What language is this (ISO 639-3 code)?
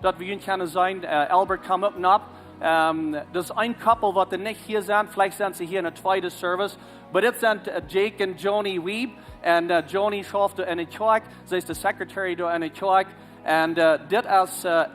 pdt